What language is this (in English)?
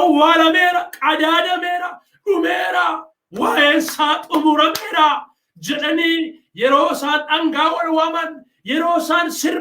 Oromo